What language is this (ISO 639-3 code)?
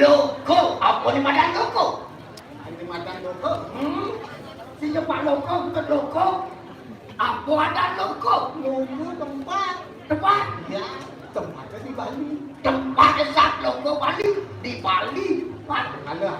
ban